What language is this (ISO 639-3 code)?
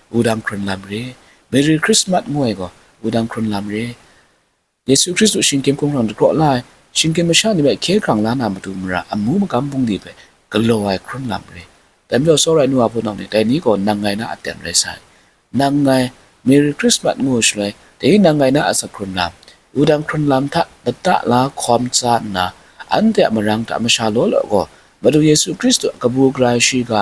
kac